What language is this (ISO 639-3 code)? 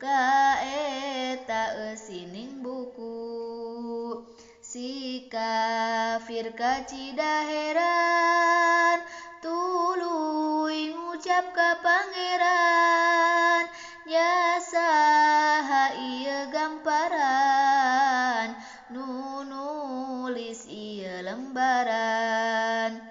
sun